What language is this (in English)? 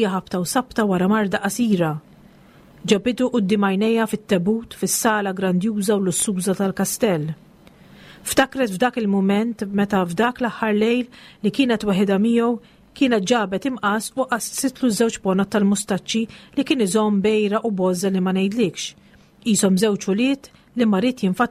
Maltese